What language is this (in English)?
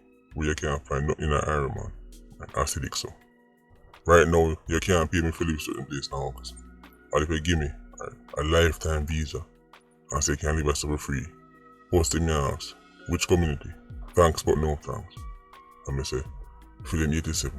Jamaican Creole English